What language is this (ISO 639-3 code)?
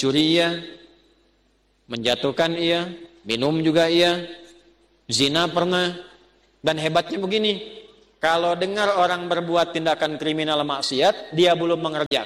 ind